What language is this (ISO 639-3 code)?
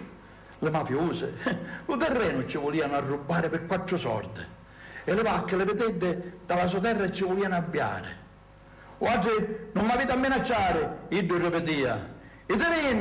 scn